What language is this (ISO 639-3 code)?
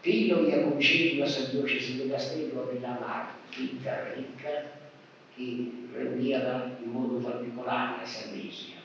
srd